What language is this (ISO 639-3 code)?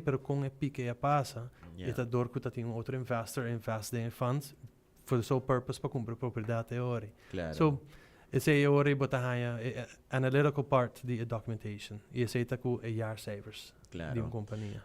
pap